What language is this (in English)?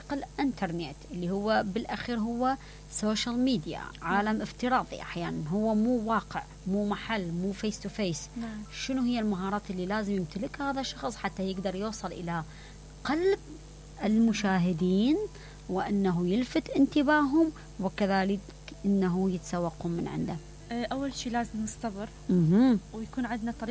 Mesopotamian Arabic